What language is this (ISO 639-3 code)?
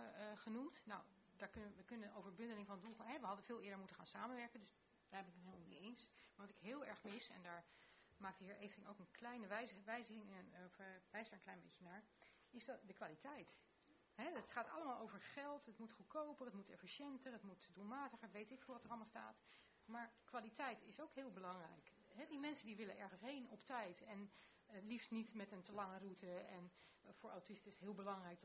nld